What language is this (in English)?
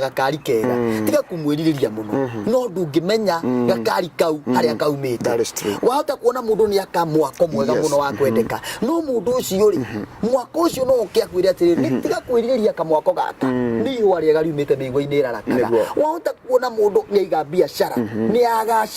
Kikuyu